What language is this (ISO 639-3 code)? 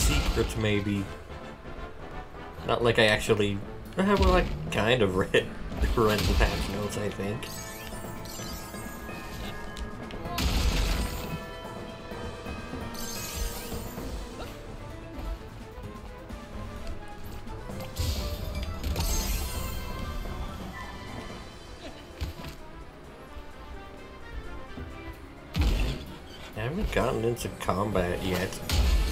eng